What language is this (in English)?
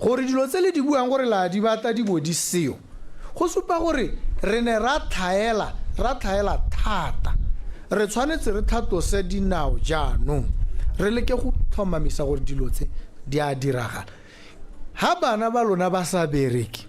Tswana